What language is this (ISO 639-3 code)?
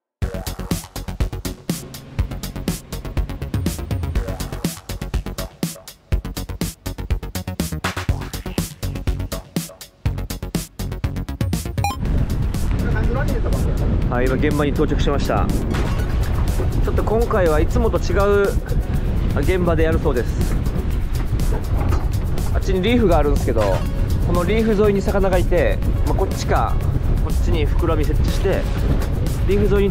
jpn